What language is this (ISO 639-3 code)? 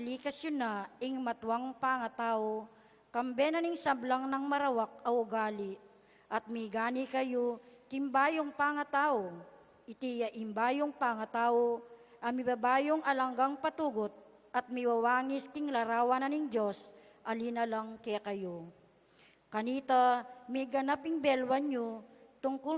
pam